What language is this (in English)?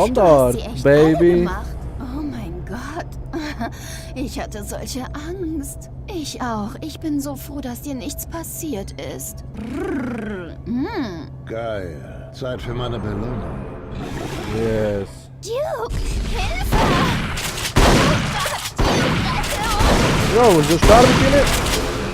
Swiss German